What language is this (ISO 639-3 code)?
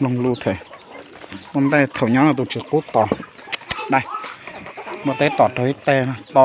hmn